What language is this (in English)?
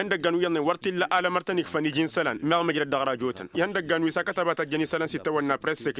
Tamasheq